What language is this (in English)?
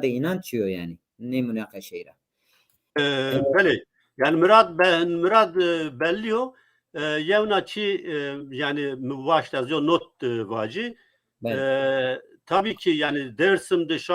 Zaza